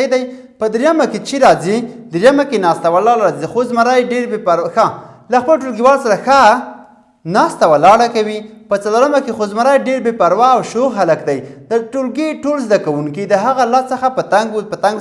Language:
Pashto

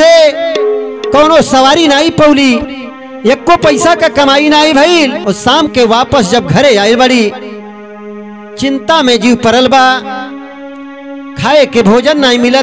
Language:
Bhojpuri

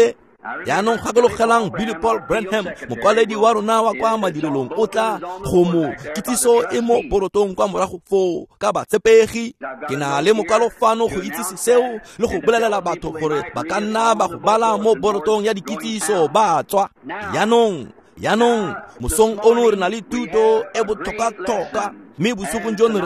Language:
Tswana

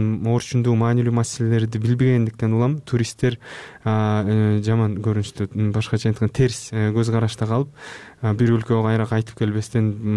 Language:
Kyrgyz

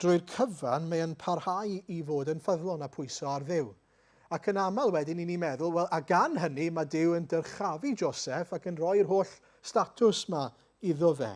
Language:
Welsh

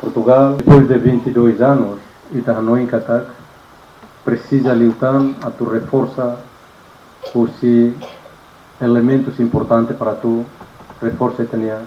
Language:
Tetum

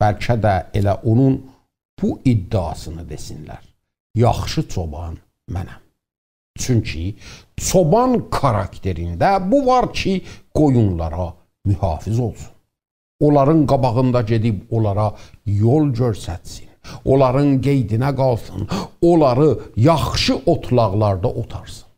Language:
South Azerbaijani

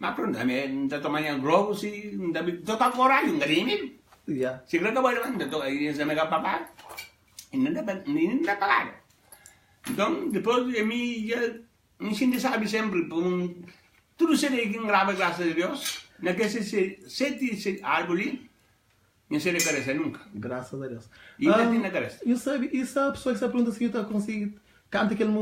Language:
Kabuverdianu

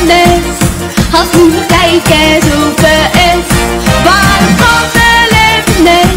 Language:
Limburgish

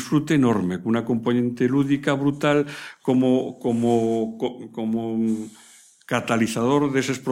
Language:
Galician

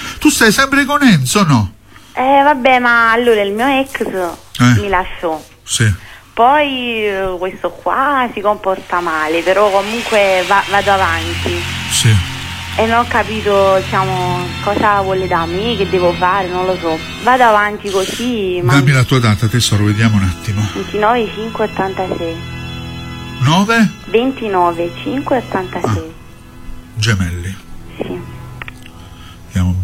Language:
Italian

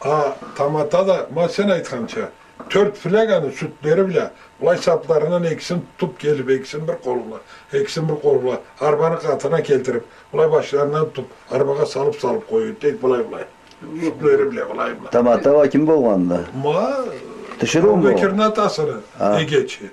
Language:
Karachay-Balkar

